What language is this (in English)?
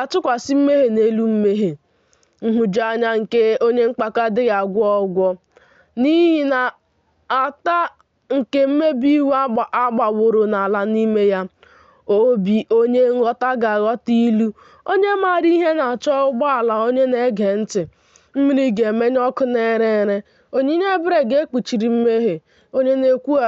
Igbo